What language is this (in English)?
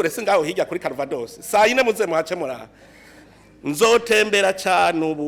Rundi